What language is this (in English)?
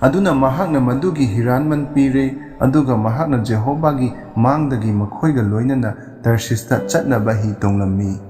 Manipuri